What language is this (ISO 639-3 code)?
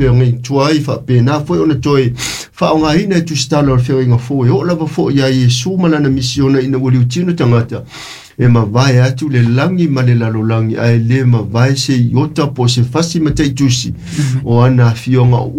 smo